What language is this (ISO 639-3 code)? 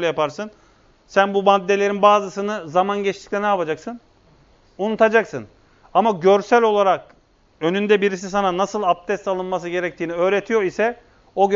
tur